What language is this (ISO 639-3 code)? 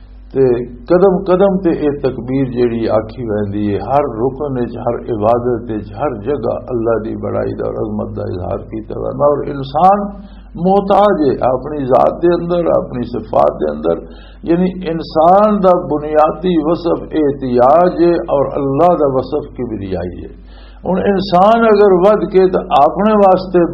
lah